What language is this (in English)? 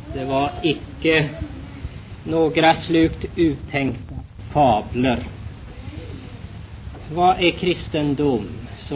Swedish